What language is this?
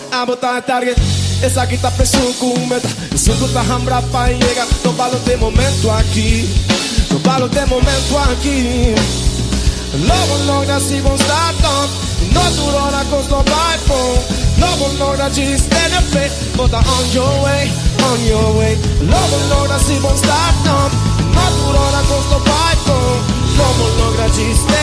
Papiamento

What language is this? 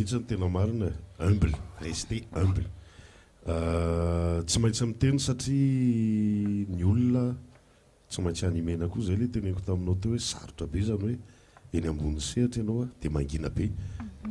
Malagasy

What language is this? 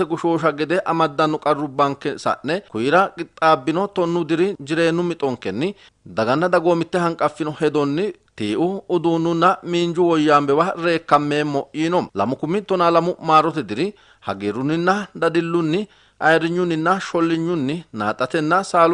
Sidamo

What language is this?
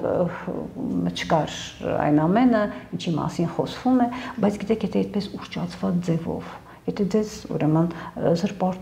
Armenian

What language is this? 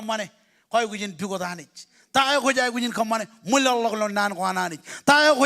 Marshallese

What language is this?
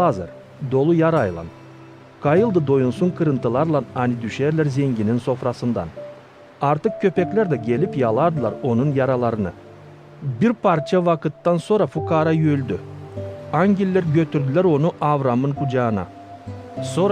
Gagauz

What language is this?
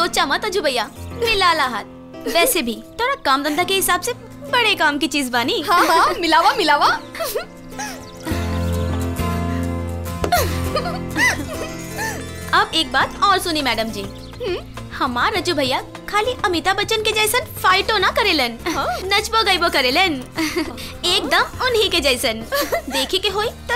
Bhojpuri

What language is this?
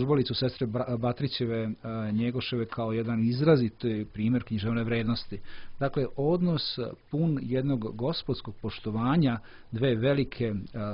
Serbian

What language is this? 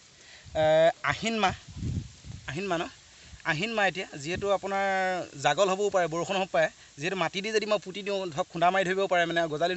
Assamese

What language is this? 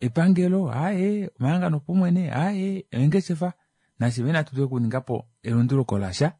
Kuanyama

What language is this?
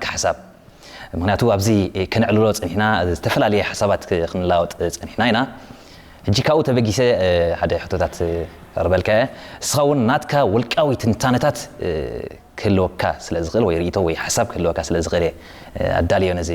Tigrinya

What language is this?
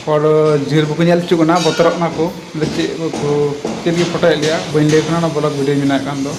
Santali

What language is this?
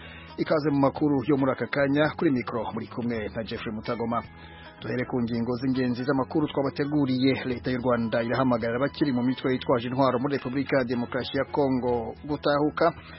Kinyarwanda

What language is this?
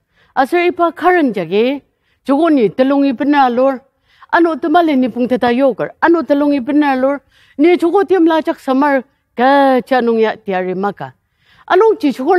Ao Naga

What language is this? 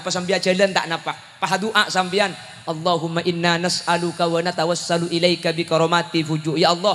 Madurese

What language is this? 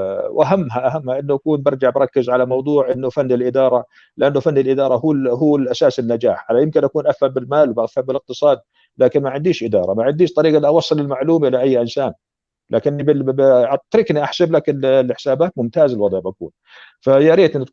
North Levantine Arabic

